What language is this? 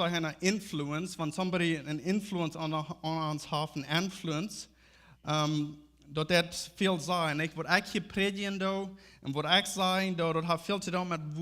Plautdietsch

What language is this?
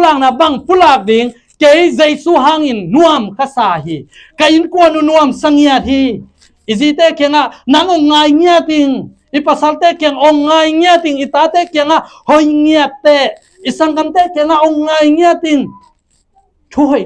Tedim Chin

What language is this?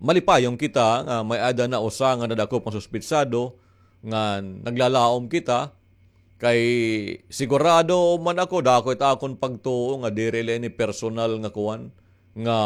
Waray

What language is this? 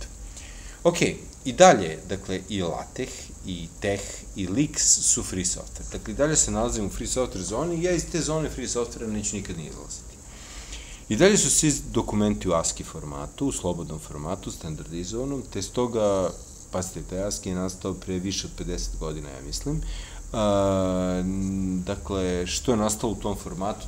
Serbian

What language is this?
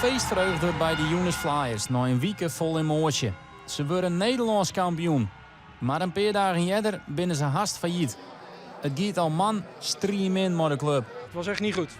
Western Frisian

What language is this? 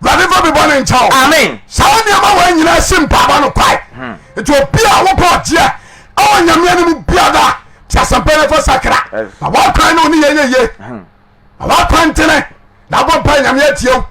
Akan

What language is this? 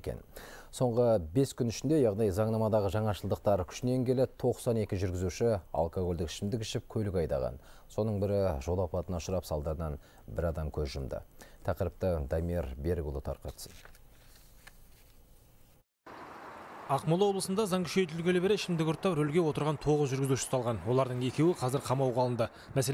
Kazakh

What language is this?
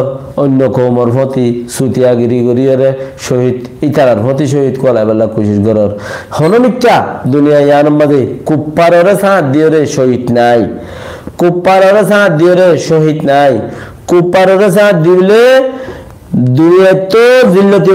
Rohingya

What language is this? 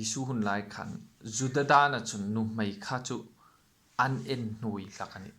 Hmar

